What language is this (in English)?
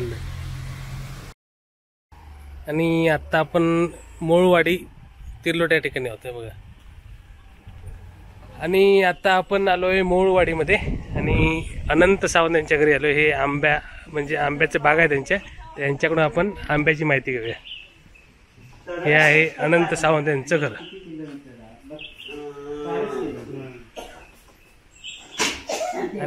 Marathi